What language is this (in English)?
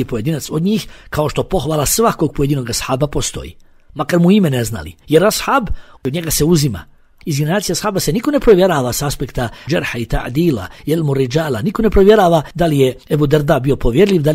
Bosnian